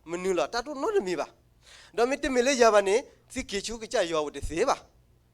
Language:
S'gaw Karen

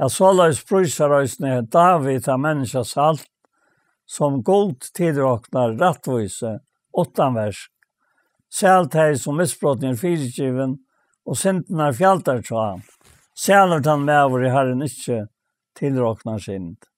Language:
Faroese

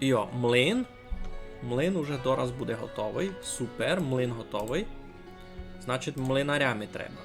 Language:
Rusyn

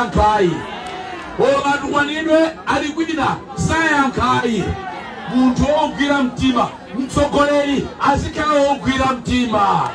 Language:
Nyanja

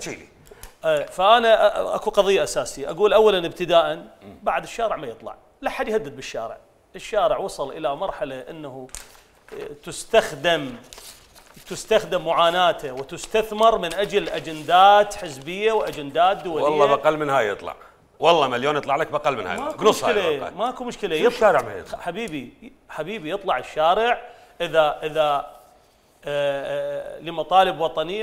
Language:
Mesopotamian Arabic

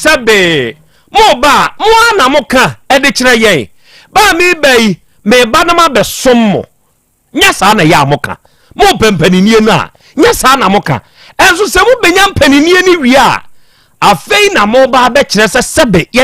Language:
Akan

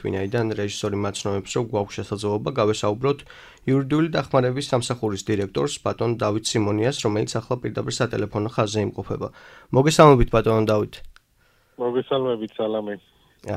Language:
Georgian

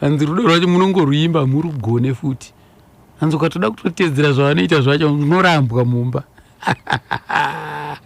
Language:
Shona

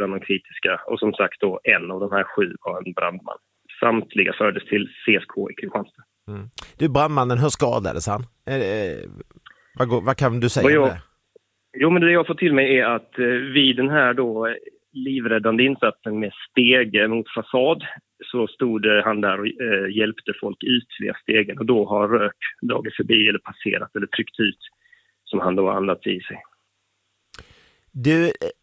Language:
Swedish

